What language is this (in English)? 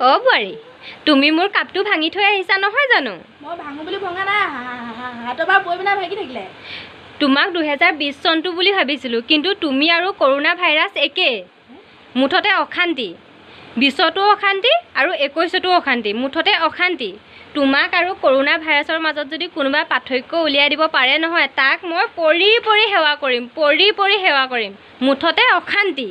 Assamese